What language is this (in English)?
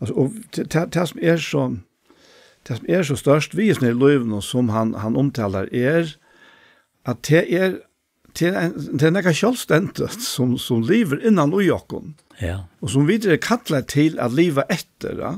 Faroese